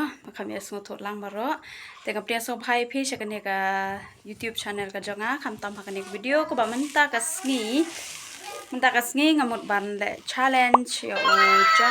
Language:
Khasi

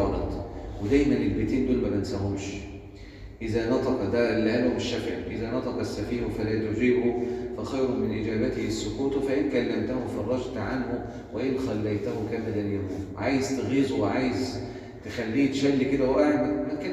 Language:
Egyptian Arabic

